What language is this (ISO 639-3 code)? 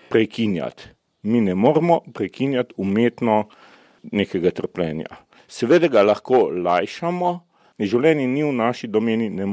slv